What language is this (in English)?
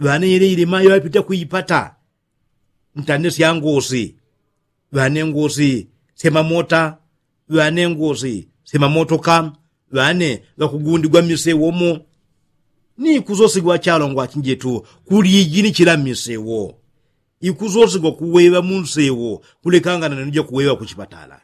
Yao